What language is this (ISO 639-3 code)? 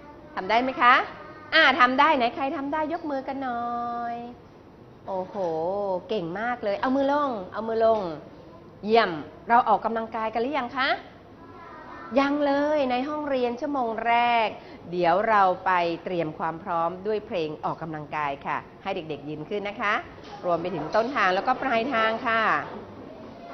tha